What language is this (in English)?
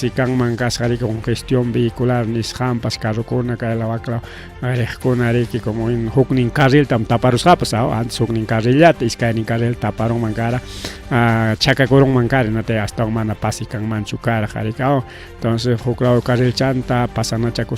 Ayacucho Quechua